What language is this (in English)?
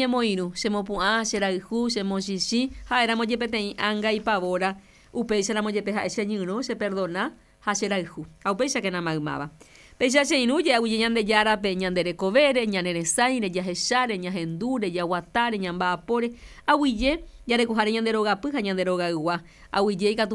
Guarani